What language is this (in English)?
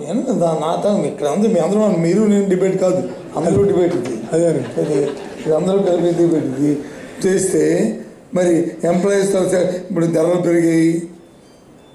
Telugu